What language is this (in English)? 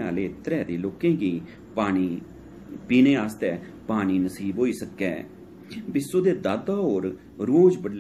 Dogri